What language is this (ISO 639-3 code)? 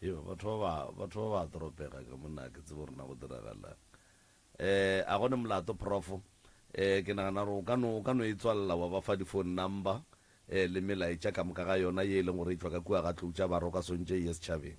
nso